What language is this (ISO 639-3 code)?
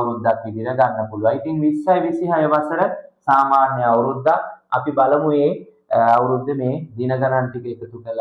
sin